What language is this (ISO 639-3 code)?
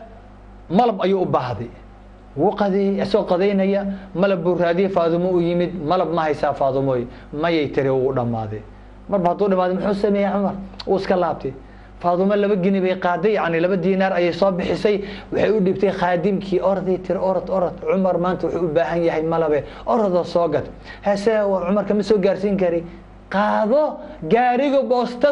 som